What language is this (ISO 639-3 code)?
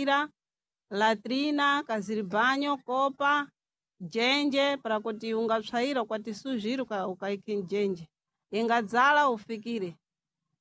seh